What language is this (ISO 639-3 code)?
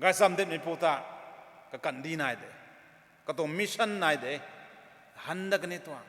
nbu